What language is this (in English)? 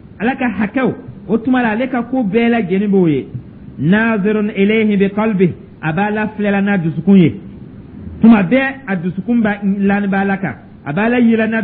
Dyula